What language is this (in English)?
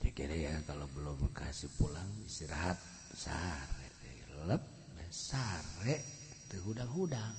Sundanese